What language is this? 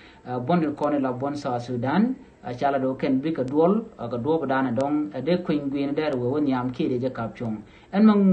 Nuer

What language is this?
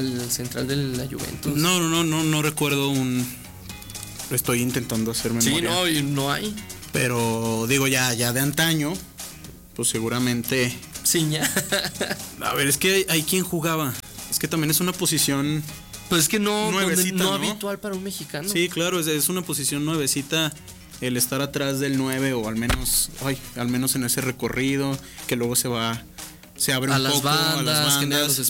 Spanish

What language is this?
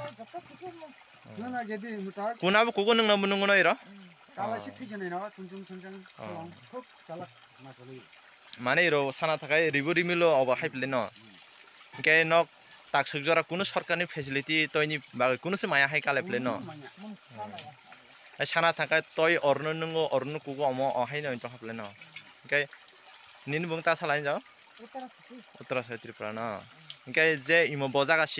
Kok Borok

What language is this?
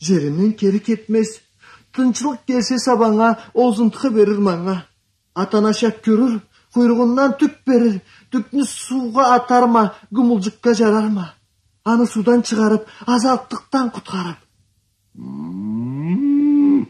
Karachay-Balkar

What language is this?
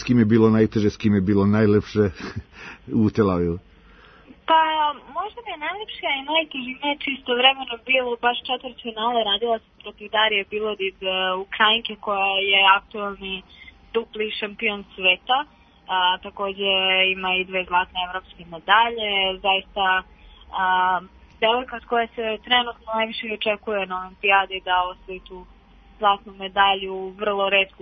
Serbian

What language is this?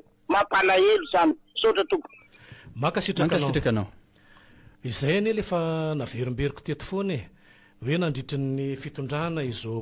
Malagasy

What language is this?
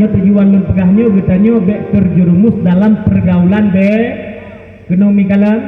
Achinese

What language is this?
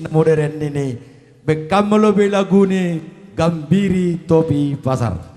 Batak Simalungun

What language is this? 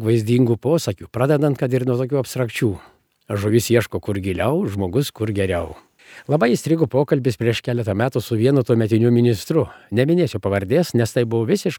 Lithuanian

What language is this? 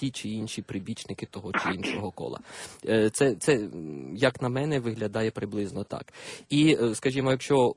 Ukrainian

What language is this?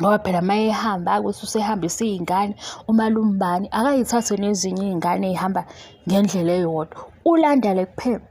Zulu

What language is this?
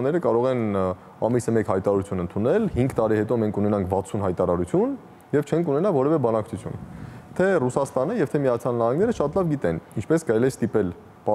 Armenian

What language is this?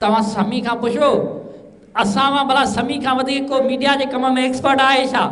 Sindhi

